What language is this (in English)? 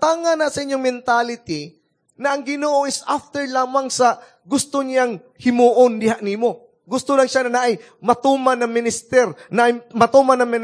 Cebuano